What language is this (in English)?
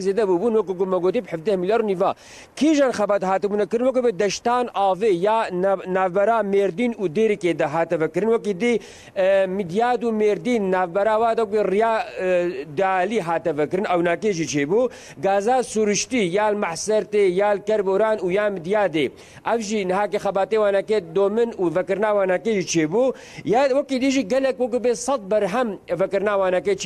Kurdish